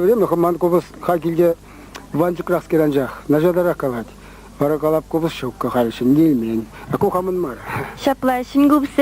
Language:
Chuvash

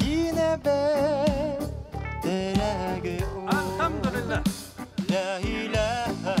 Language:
Bashkir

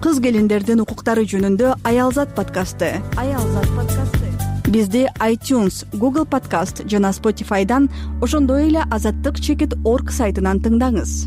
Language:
Kyrgyz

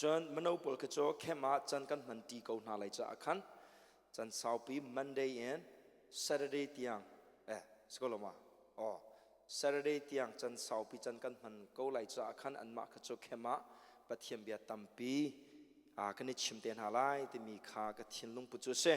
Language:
Hakha Chin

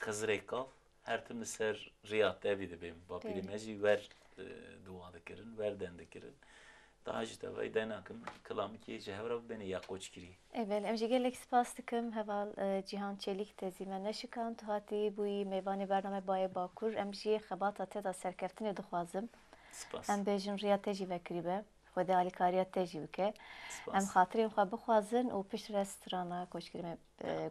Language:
Kurdish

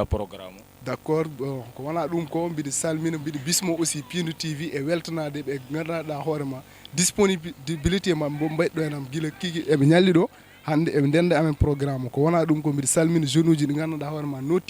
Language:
Fula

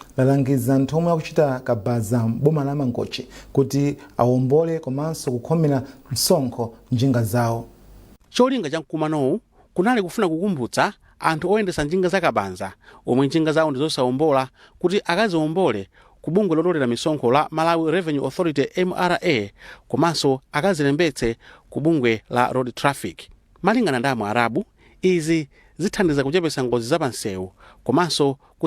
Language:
Nyanja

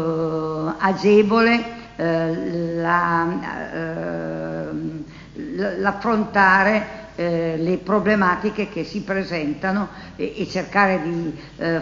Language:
Italian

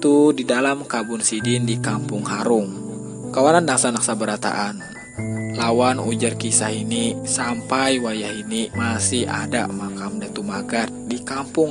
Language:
Banjar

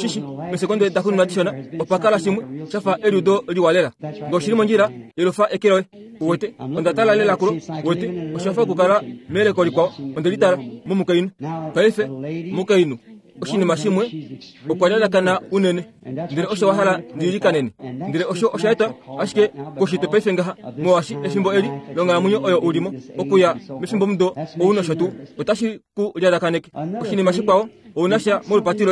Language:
Kuanyama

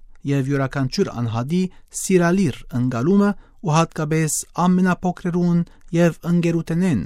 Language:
Western Armenian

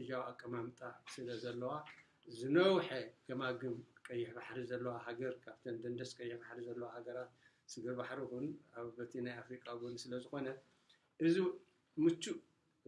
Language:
Tigrinya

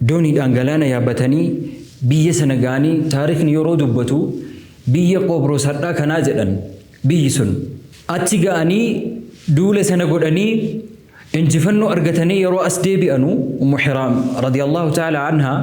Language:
Oromo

